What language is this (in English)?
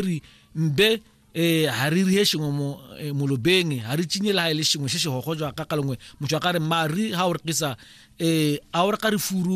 Tswana